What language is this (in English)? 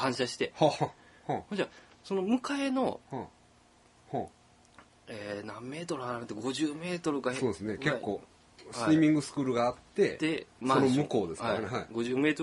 Japanese